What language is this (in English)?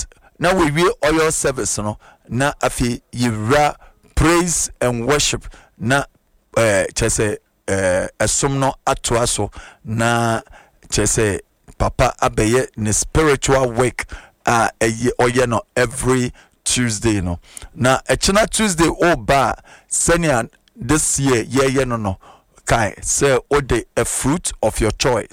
Akan